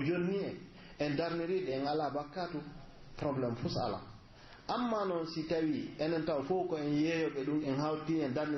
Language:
Pular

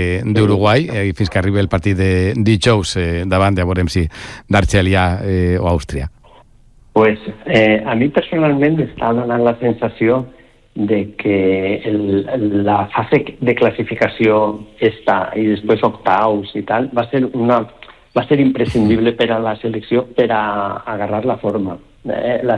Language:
Catalan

